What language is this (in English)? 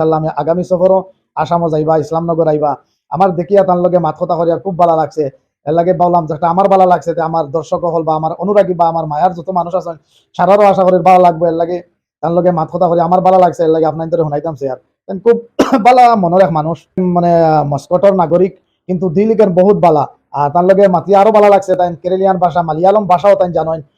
Sylheti